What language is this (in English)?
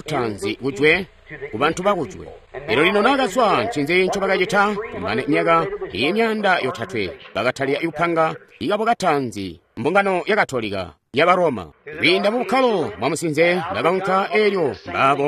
Tonga (Zambia)